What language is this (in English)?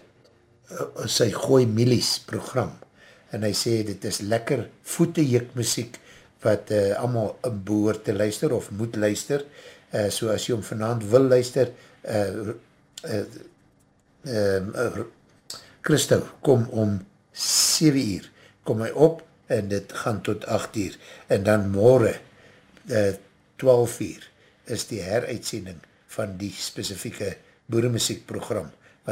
Afrikaans